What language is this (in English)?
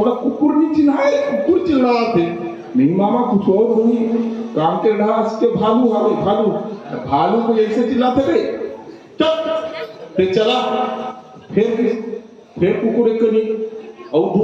Chhattisgarhi